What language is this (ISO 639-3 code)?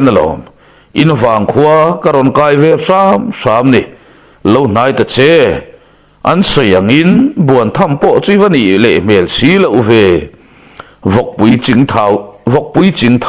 lus